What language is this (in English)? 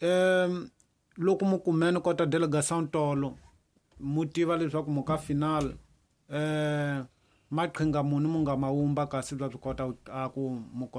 Tsonga